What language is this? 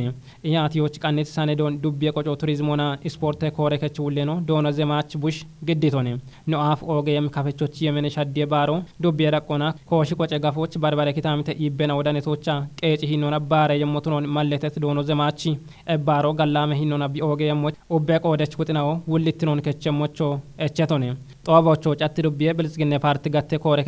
Kafa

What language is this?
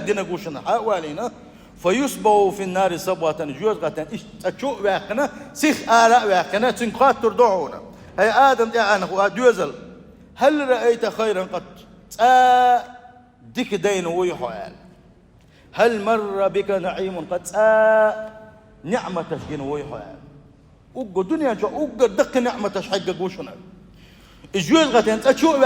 Chechen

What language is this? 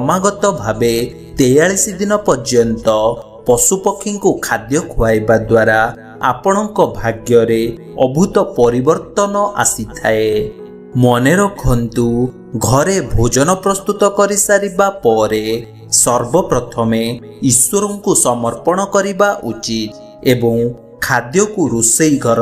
Odia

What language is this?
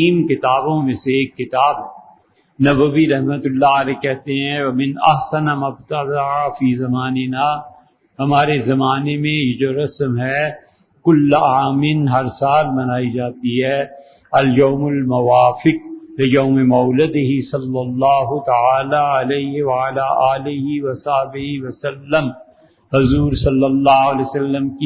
Urdu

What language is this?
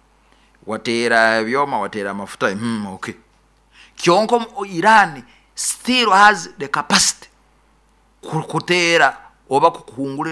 Nyoro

